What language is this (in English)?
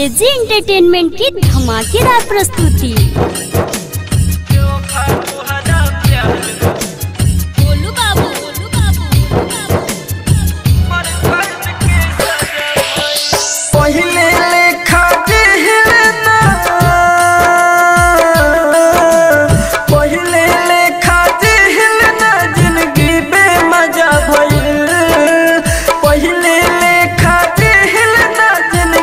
Bhojpuri